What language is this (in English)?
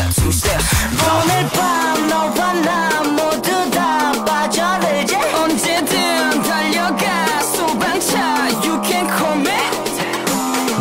Korean